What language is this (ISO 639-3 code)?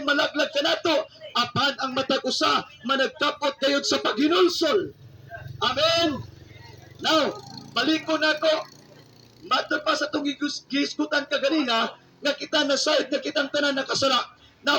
ceb